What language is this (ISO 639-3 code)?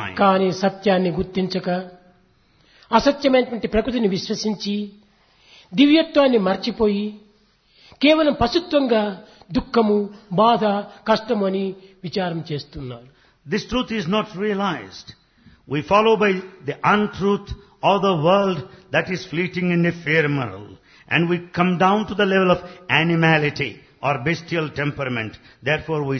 tel